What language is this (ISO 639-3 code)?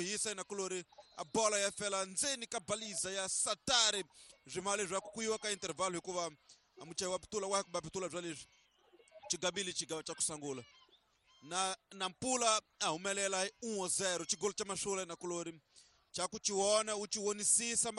tso